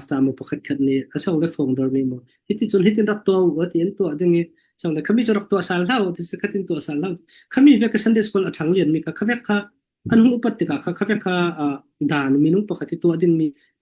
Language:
Falam Chin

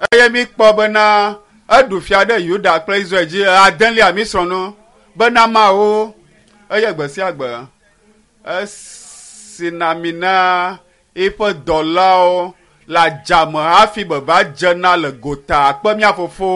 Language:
Ewe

